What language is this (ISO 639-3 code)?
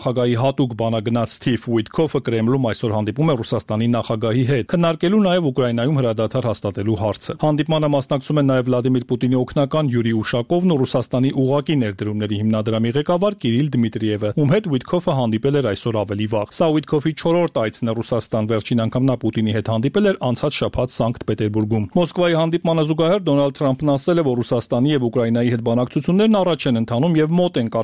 hye